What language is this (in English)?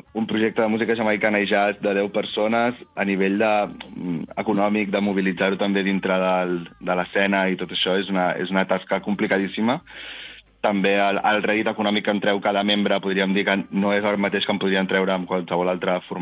Catalan